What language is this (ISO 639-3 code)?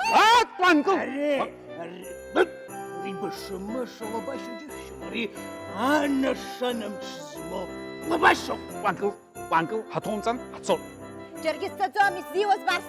abk